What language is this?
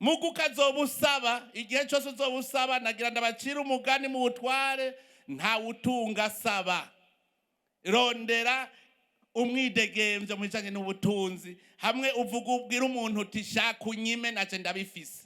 Rundi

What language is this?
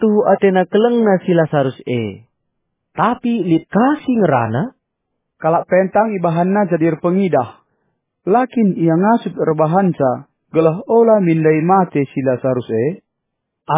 Batak Karo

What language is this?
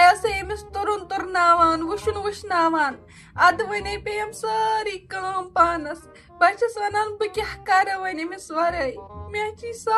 Kashmiri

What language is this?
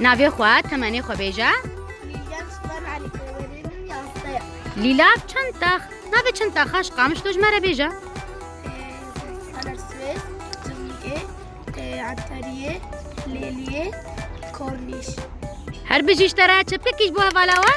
Kurdish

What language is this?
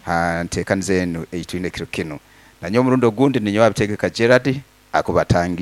Nyoro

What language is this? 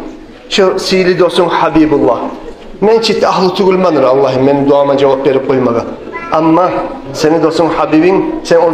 Kumyk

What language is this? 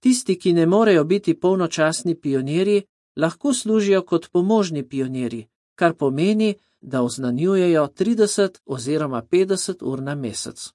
Slovenian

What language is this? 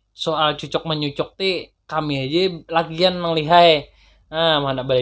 Banjar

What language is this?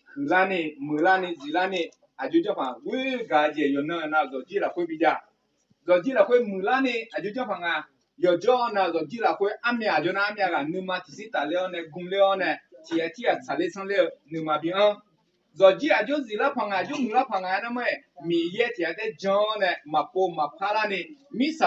Akha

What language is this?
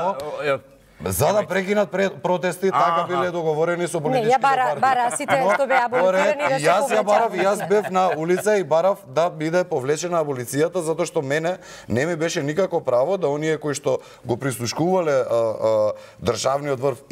Macedonian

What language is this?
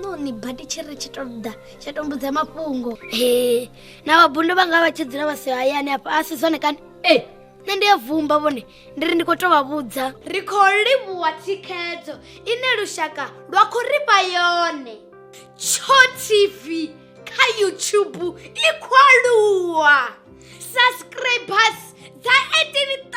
Venda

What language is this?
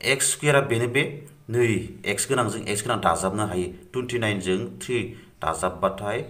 Bodo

